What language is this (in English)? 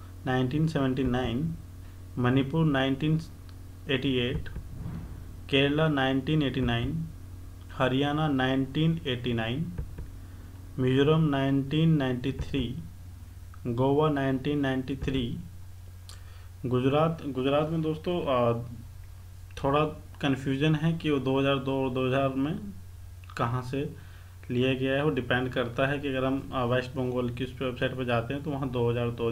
Hindi